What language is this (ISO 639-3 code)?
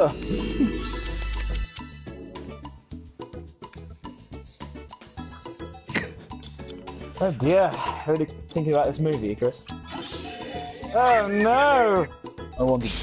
eng